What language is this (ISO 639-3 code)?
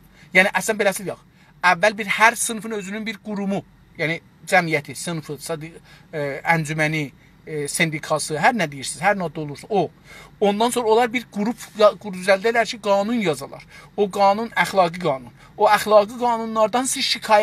azb